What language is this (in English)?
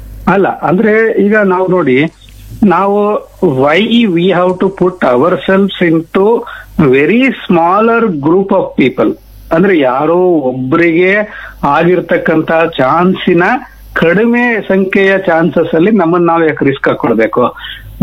Kannada